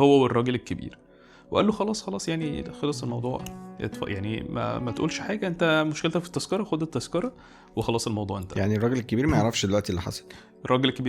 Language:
Egyptian Arabic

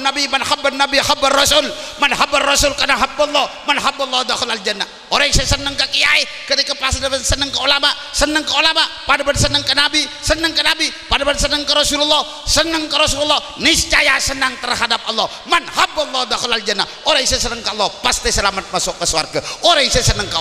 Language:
Madurese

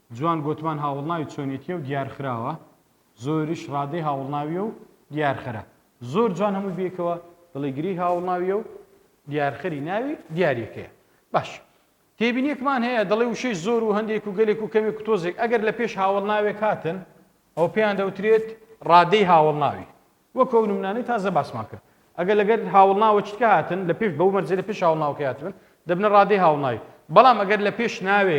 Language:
Central Kurdish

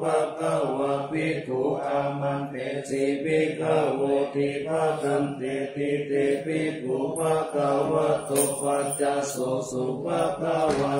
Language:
Pali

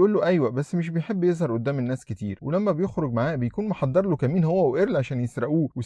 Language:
Egyptian Arabic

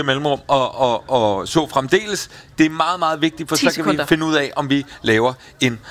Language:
Danish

